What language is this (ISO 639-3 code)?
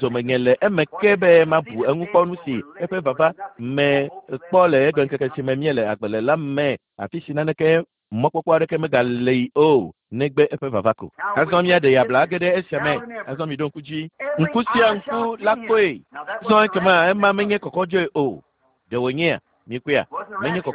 ewe